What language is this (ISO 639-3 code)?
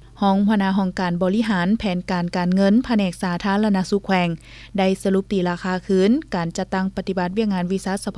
lao